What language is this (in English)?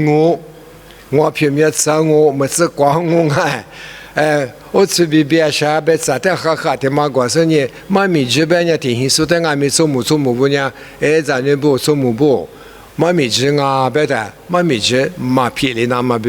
Lisu